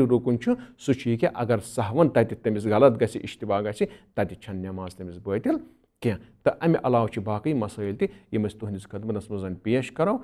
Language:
Kashmiri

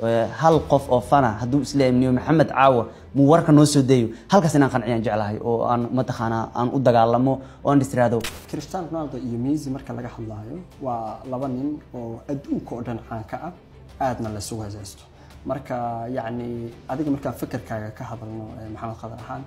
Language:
Somali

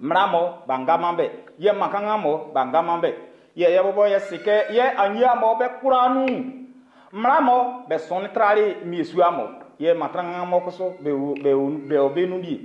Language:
Baoulé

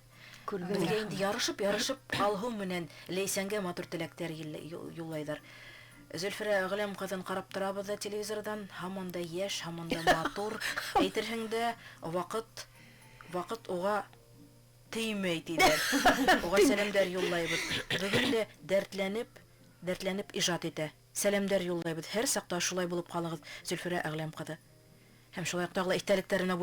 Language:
Bashkir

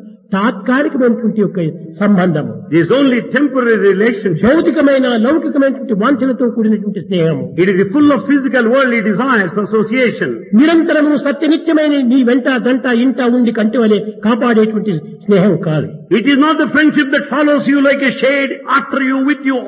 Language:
Telugu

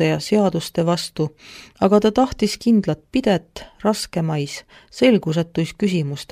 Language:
Estonian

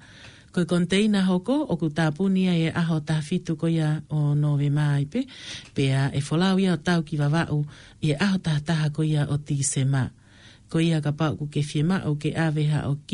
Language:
Tongan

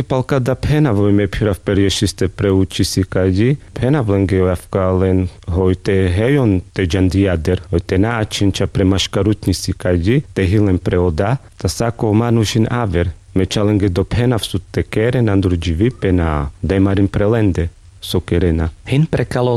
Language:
Carpathian Romani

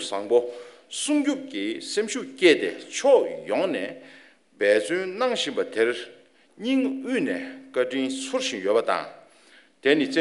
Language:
Tibetan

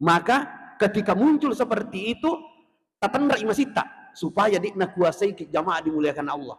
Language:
Buginese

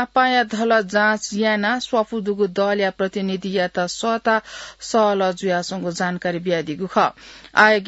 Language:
Newari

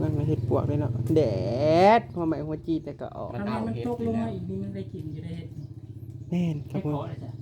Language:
Northeastern Thai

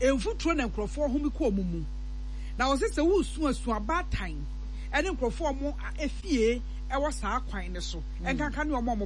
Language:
Akan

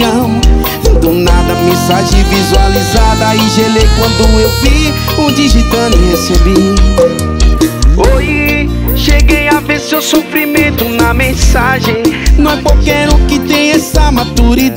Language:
Portuguese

